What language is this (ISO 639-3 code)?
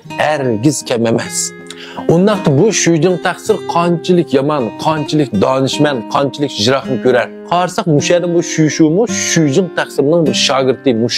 uig